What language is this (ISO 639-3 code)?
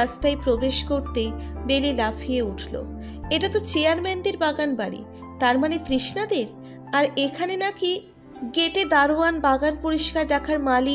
ben